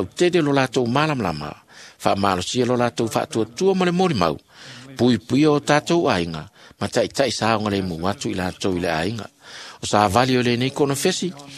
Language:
Samoan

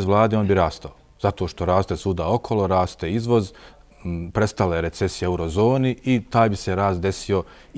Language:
Bosnian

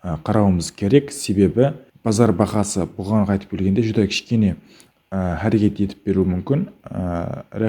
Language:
Kara-Kalpak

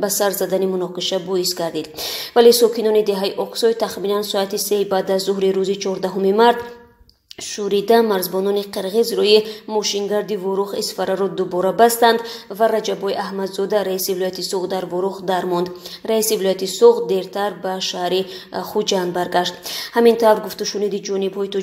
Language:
Tajik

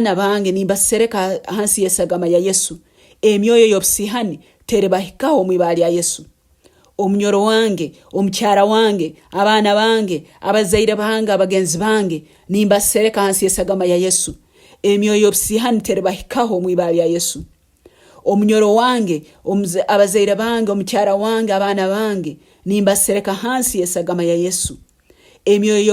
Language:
Nyankole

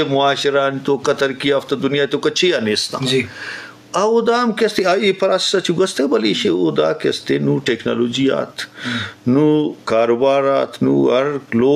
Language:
Eastern Balochi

